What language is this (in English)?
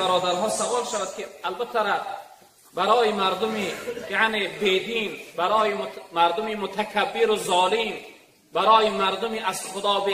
Tajik